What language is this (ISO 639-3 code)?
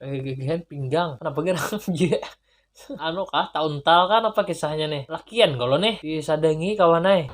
bjn